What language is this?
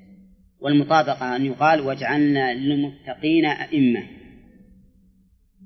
Arabic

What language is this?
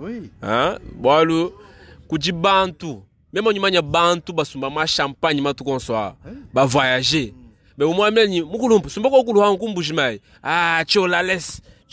Luba-Lulua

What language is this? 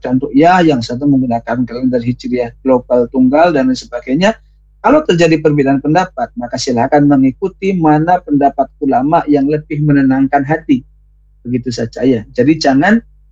Indonesian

